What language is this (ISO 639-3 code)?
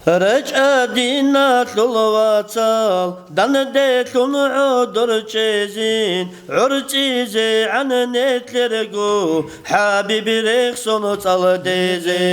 ava